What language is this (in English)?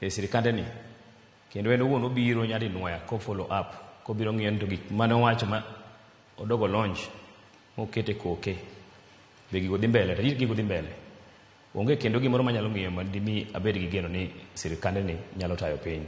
Luo (Kenya and Tanzania)